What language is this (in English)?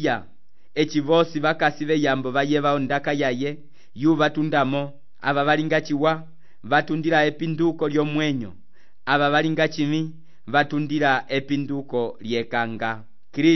Umbundu